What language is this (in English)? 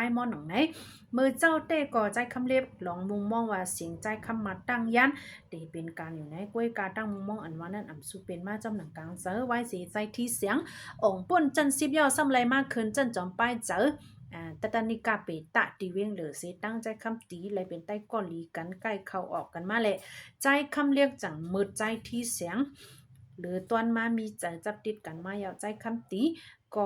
Shan